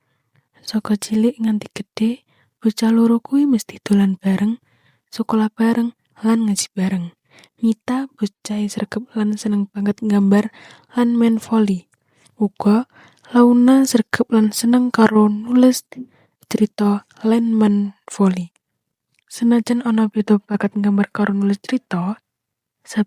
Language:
Javanese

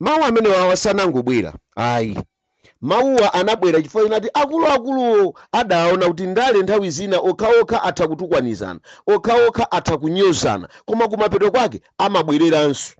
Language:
Nyanja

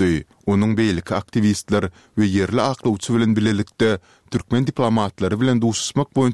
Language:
Turkmen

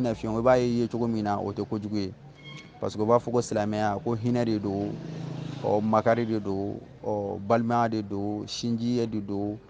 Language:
Bambara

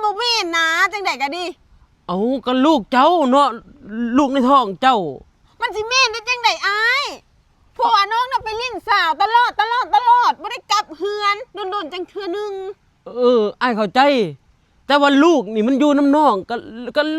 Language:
Lao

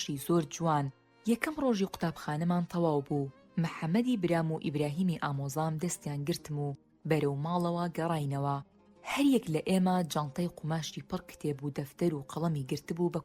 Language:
Central Kurdish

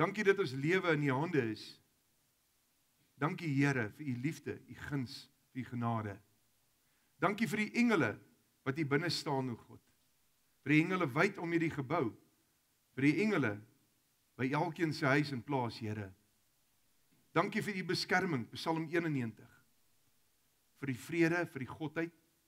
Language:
Afrikaans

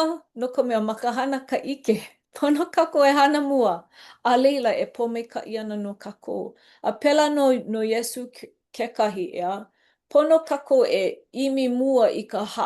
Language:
Hawaiian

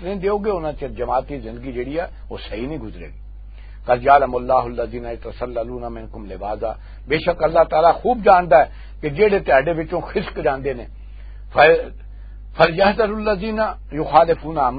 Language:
Western Panjabi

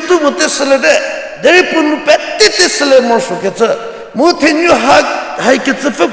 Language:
Angami Naga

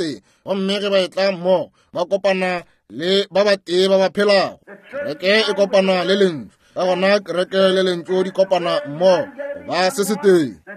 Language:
Northern Sotho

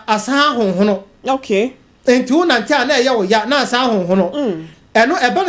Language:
Akan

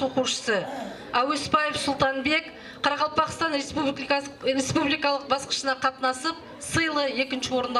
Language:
Kara-Kalpak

